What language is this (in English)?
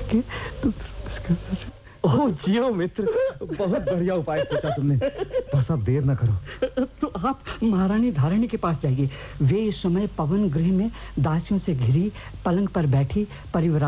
Hindi